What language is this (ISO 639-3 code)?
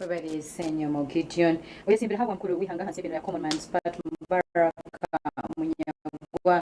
nyn